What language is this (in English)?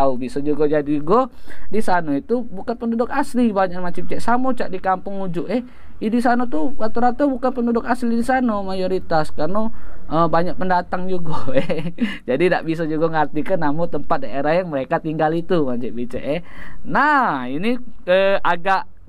Musi